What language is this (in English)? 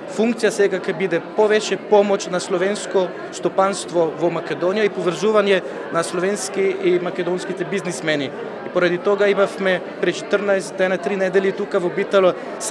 Macedonian